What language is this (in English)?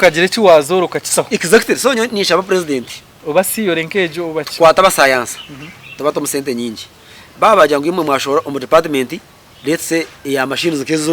Nyankole